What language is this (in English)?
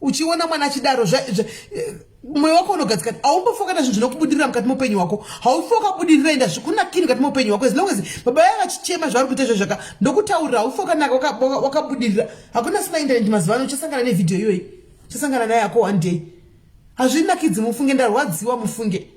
Shona